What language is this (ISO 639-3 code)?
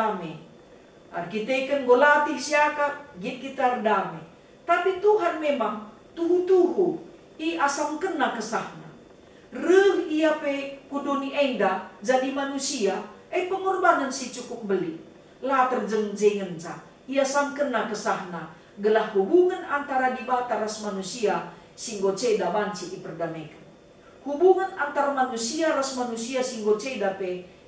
btx